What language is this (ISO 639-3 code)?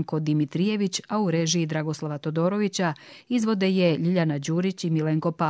hrv